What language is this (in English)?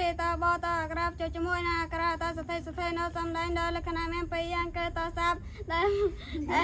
Khmer